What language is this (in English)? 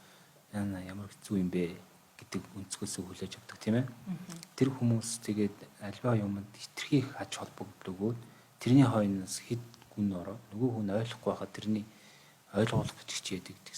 Mongolian